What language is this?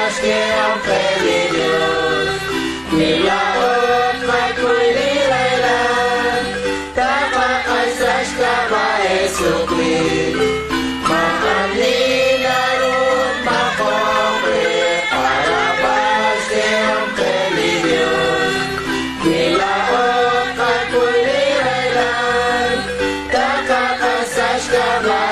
Kekchí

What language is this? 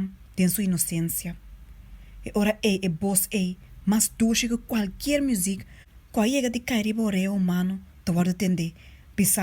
Papiamento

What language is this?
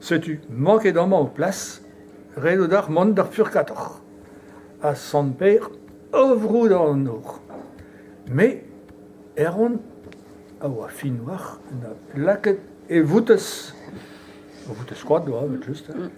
Breton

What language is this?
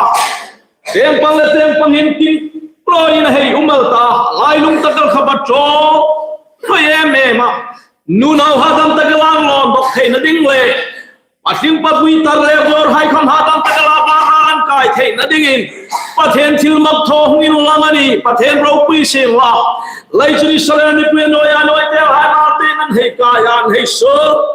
Hmar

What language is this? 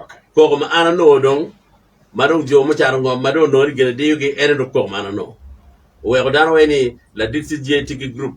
Acoli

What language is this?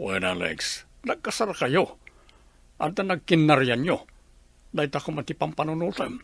Iloko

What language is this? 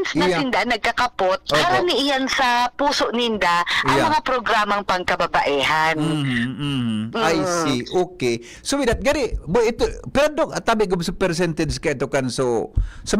Bikol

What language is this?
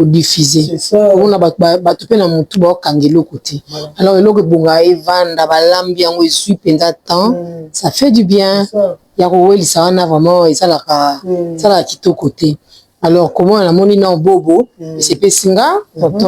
Lingala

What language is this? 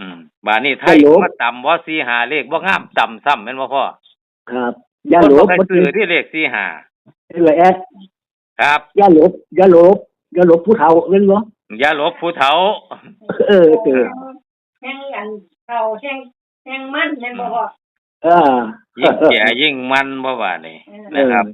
Northeastern Thai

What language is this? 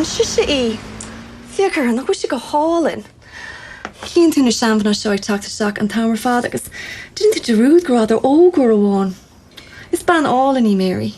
Irish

